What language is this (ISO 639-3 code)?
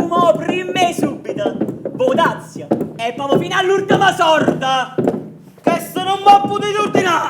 nap